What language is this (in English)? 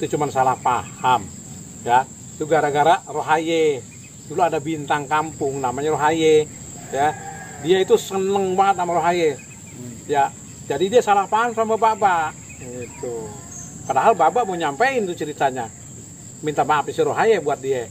Betawi